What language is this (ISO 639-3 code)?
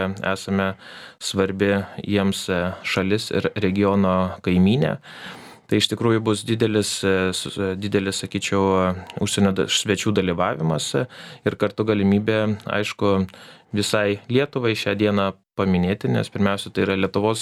lit